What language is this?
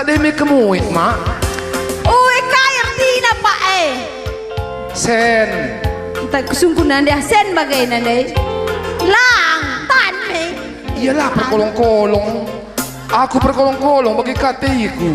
Batak Karo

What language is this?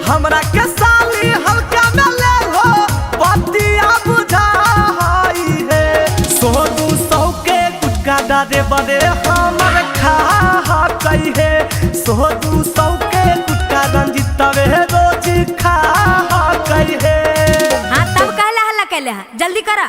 Magahi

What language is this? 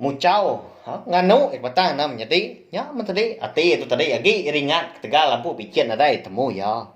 Iban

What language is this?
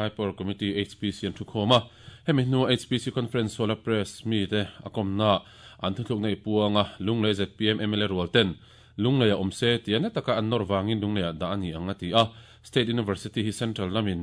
Mizo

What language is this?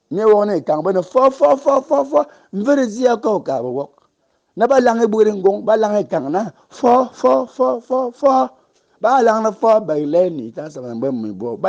Fang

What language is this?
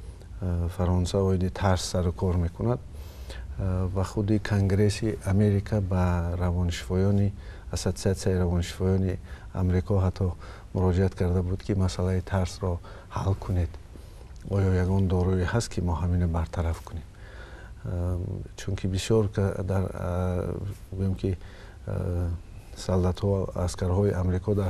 Tajik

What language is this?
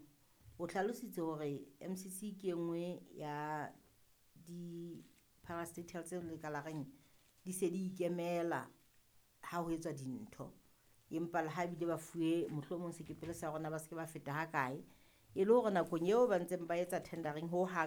Southern Sotho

